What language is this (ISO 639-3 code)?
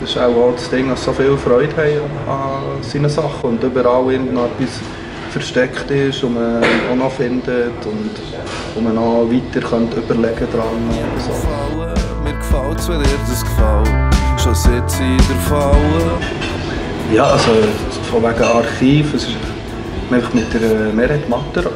gsw